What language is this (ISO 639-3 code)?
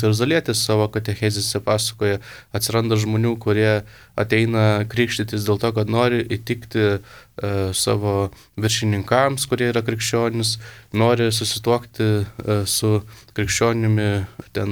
lit